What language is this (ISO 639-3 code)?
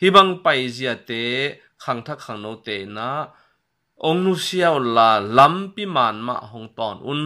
ctd